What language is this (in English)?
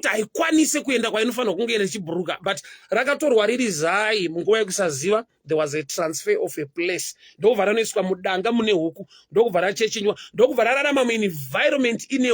Shona